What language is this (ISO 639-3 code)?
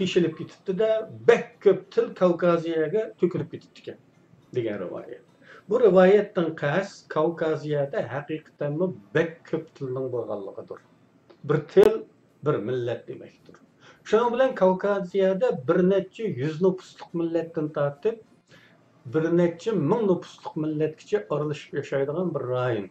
uig